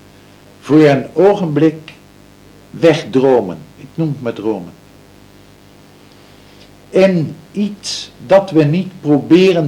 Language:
Dutch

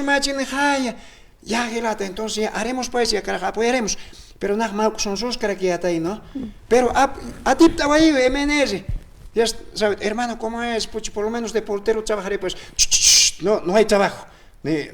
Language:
Aymara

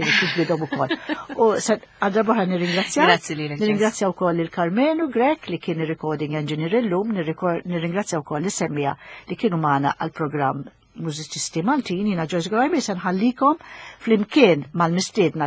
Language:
Maltese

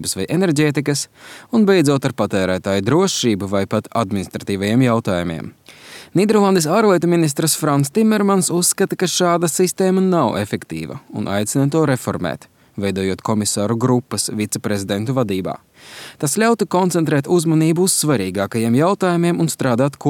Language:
Latvian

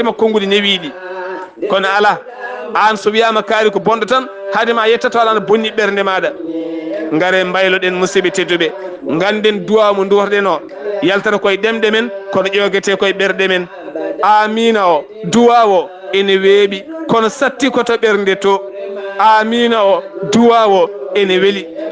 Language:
Fula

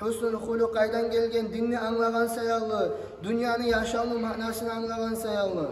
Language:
Kumyk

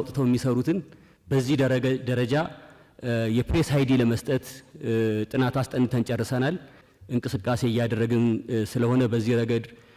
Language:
Amharic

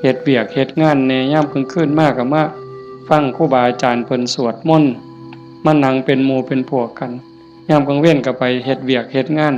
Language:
Northeastern Thai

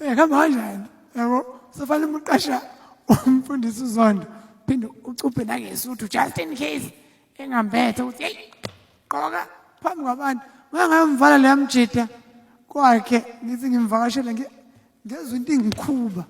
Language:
Zulu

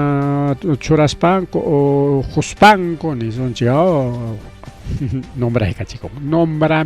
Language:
Ayacucho Quechua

